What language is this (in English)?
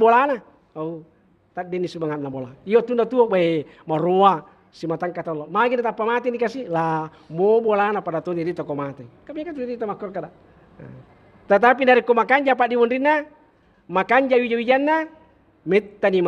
Buginese